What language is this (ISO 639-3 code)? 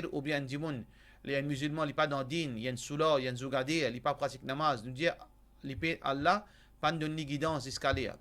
mfe